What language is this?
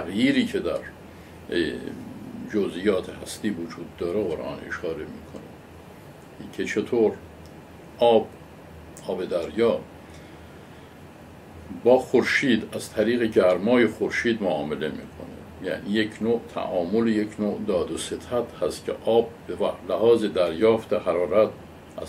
Persian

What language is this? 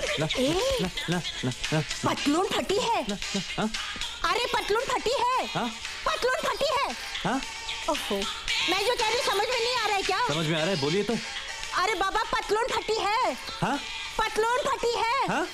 Hindi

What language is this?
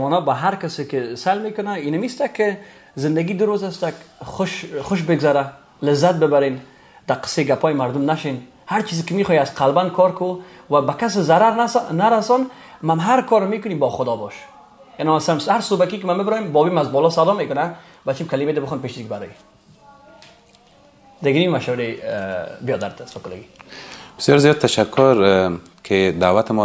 Persian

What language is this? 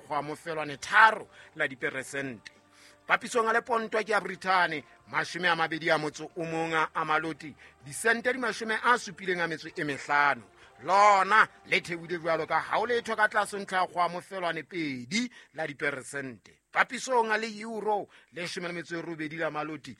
Southern Sotho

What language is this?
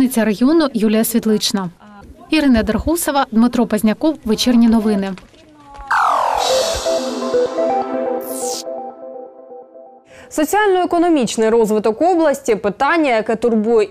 Ukrainian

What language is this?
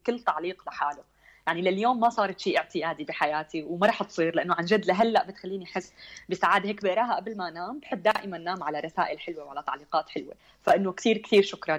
North Levantine Arabic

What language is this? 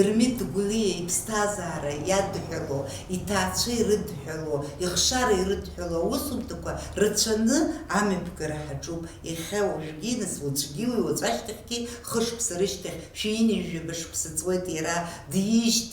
Abkhazian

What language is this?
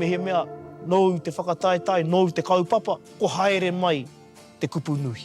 Māori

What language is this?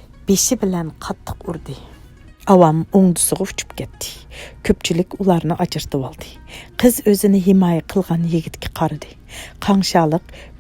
Uyghur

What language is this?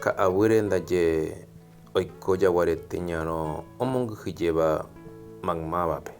Guarani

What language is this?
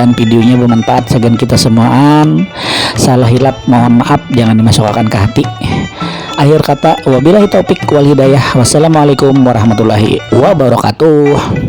Banjar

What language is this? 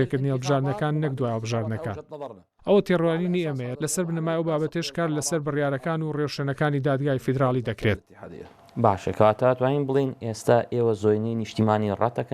Central Kurdish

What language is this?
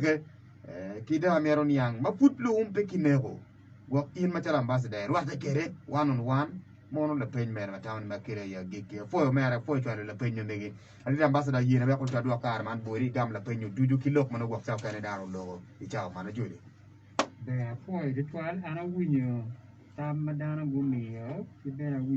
Acoli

